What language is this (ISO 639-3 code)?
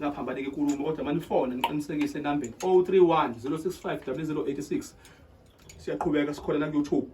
zul